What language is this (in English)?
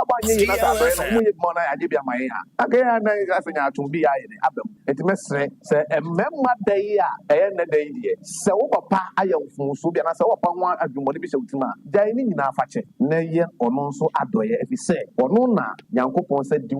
Akan